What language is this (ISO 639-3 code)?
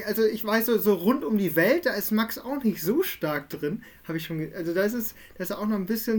deu